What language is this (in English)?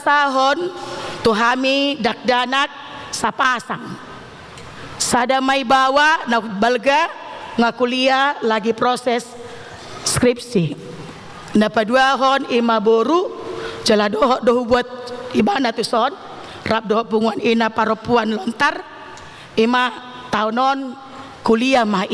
Batak Toba